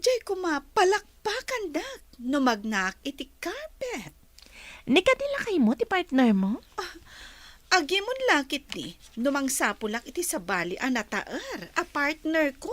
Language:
Iloko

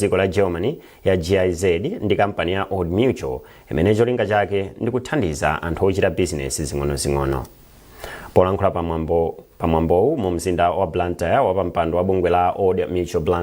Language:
Nyanja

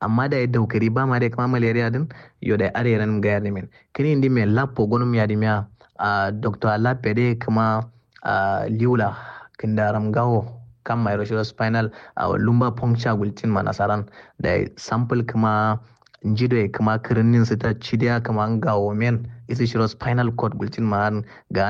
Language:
Kanuri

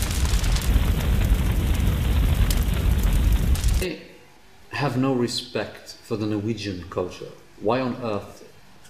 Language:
Polish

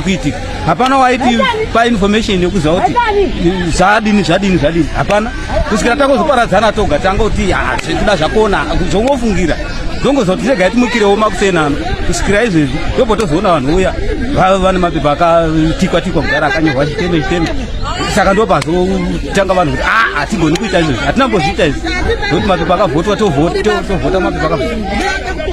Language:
Shona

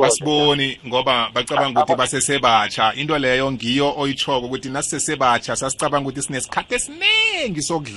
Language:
South Ndebele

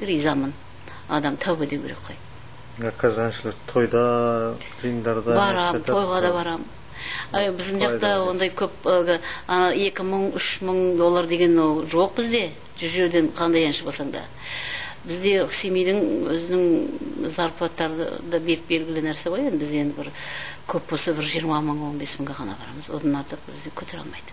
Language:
Kazakh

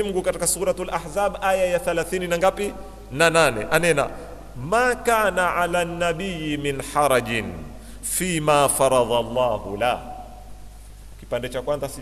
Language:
Swahili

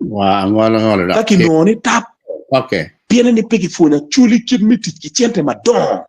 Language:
Acoli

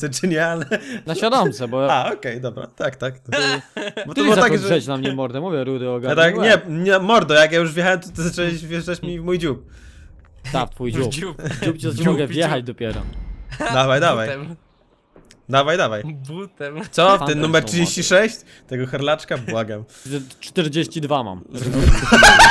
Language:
Polish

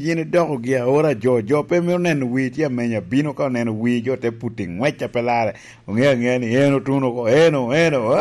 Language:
Lango (Uganda)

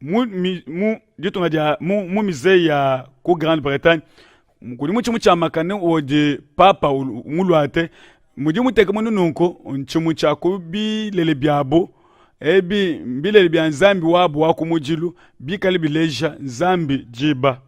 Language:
Luba-Lulua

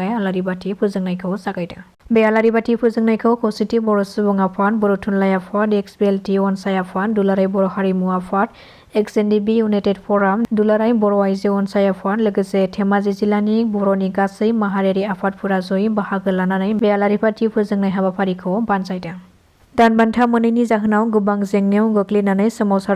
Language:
Bodo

